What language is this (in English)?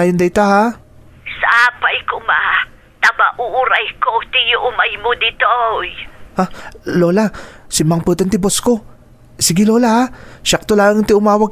Iloko